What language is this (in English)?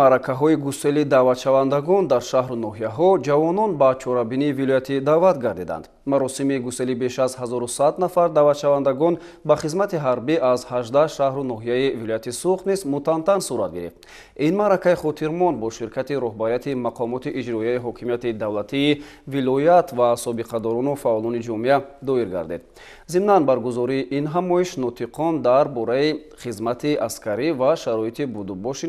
Tajik